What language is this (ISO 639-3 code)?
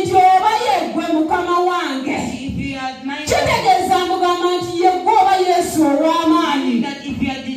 lug